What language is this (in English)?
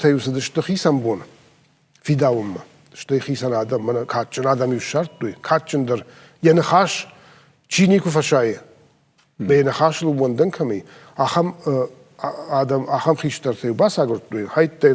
Ossetic